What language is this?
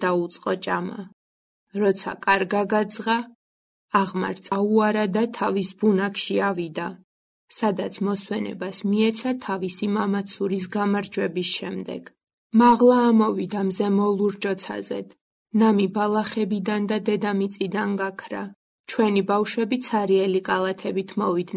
Georgian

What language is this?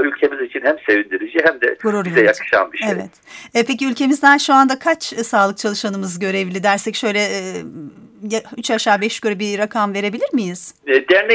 Turkish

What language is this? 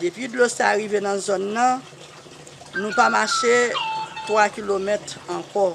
Haitian Creole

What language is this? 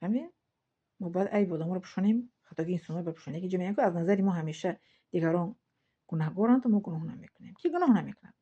Tajik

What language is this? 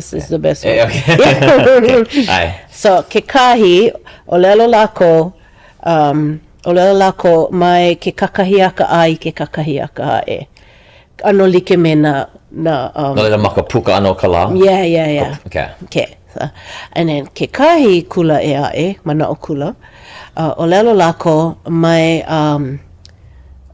Hawaiian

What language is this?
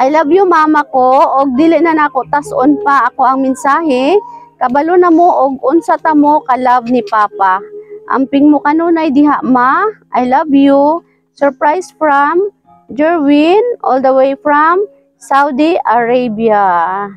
Cebuano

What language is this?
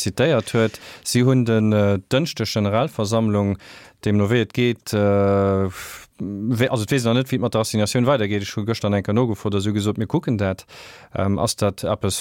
Luxembourgish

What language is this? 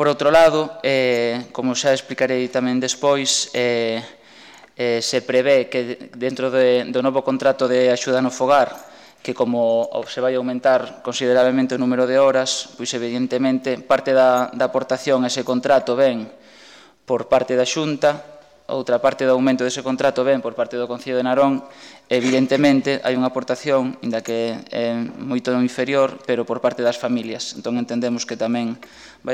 Galician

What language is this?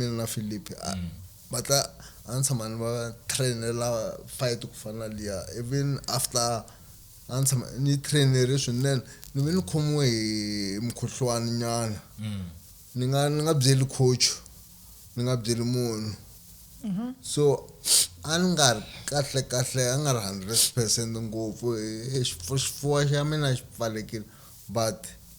Tsonga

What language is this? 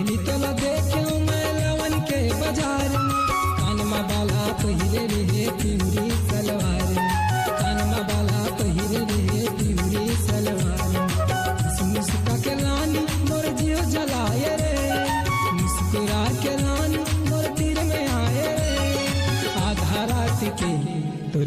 Chhattisgarhi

